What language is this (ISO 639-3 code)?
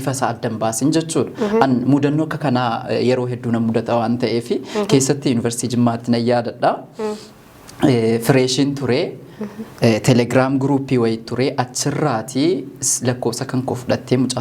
orm